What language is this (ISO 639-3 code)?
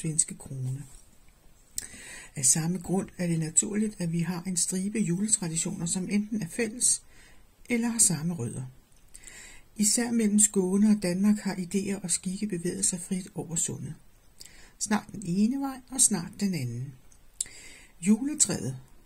dan